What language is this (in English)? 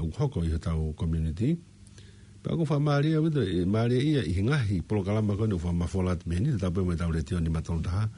Tongan